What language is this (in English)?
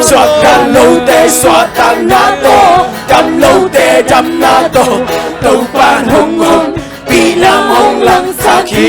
Tedim Chin